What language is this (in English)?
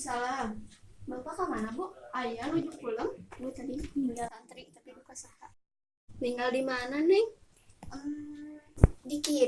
Sundanese